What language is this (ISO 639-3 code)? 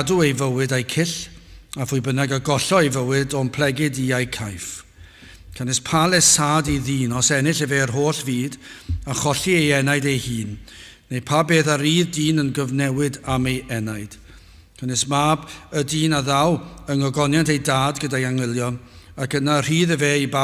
cym